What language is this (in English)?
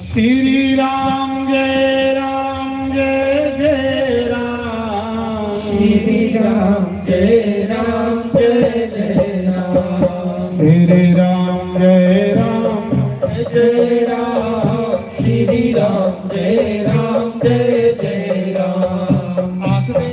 Dogri